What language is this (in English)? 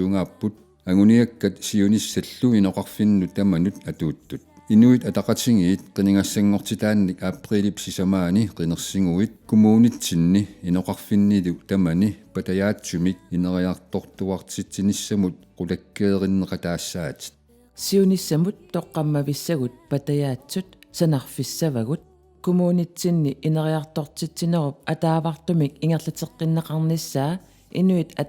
Kalaallisut